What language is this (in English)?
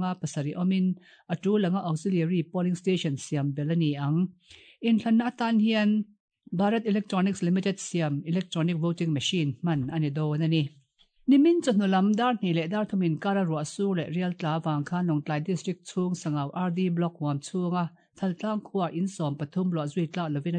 Mizo